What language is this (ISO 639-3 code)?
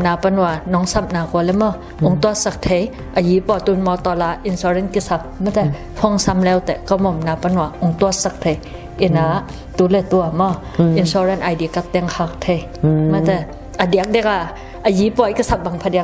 ctd